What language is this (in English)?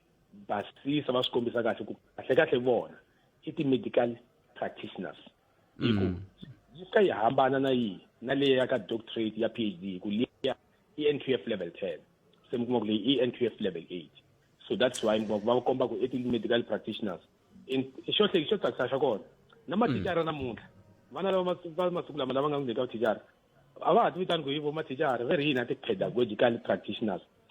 Tsonga